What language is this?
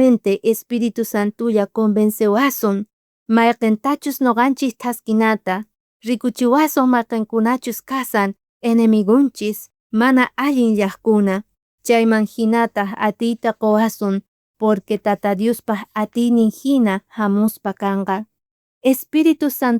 South Bolivian Quechua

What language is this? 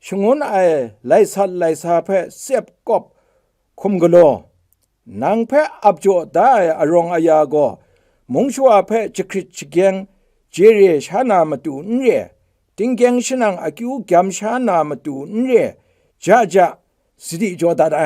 Kachin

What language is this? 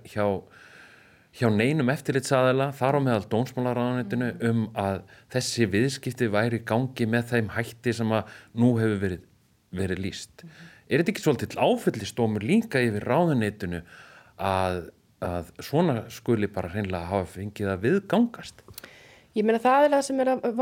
Icelandic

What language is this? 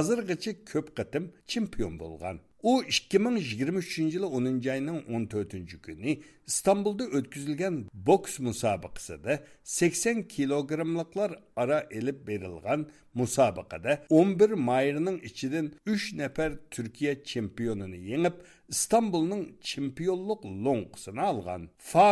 Uyghur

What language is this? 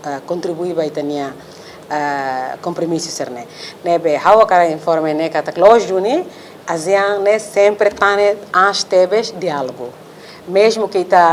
Tetum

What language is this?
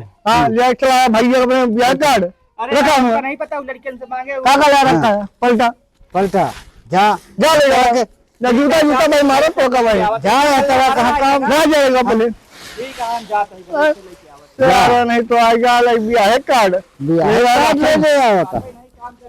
Awadhi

